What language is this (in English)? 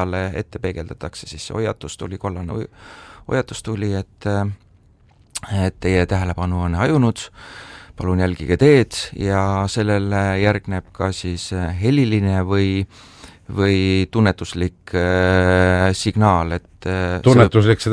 Estonian